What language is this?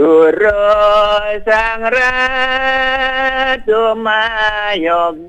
Balinese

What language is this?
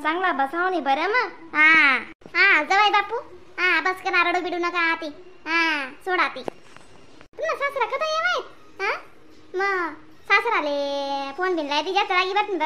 Khandesi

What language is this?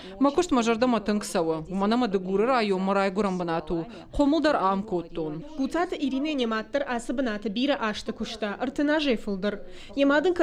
Ossetic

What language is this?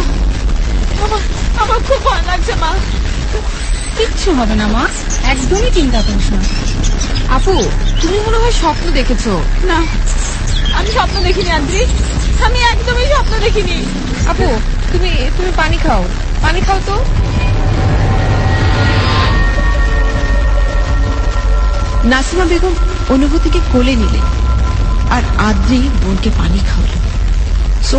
Bangla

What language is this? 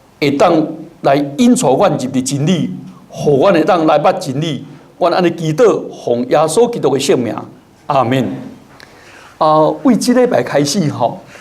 Min Nan Chinese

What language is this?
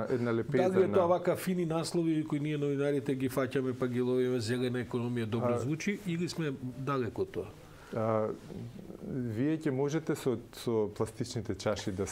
Macedonian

